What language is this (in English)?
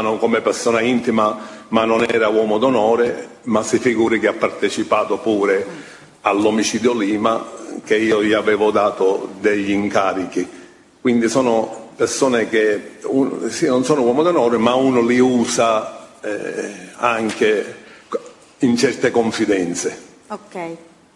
Italian